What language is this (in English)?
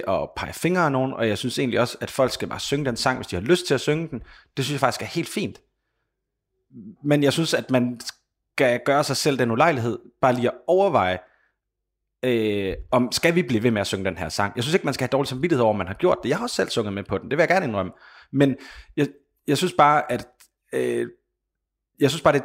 Danish